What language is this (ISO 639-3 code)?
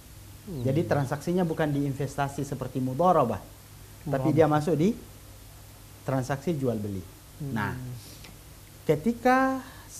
ind